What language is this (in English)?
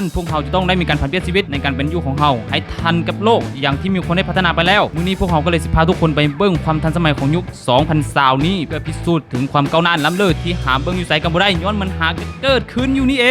Lao